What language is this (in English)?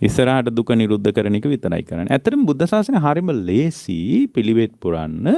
Sinhala